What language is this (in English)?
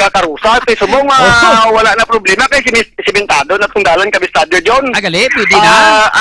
Hiligaynon